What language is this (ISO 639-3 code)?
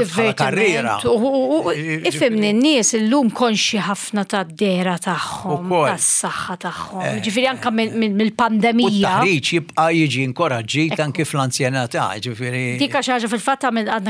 mlt